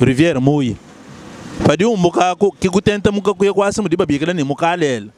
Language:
Luba-Lulua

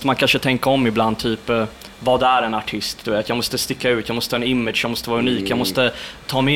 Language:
Swedish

